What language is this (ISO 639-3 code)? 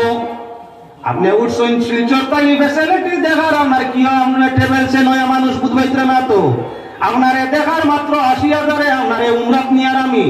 syl